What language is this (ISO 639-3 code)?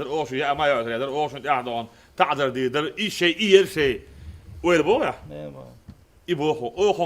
che